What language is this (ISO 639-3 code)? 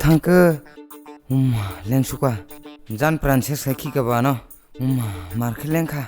trp